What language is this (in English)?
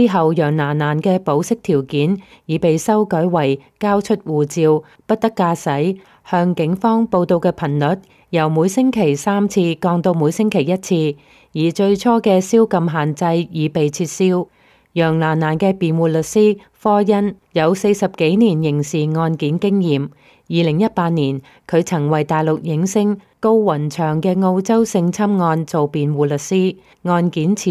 Cantonese